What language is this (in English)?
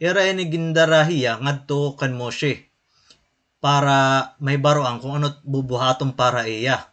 Waray